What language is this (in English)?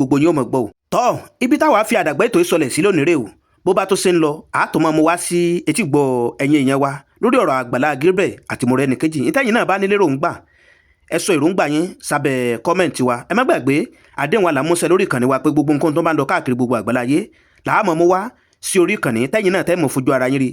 Yoruba